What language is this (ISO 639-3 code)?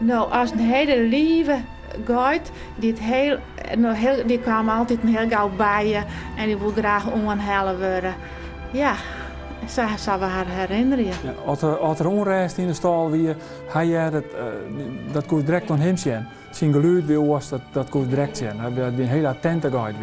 fry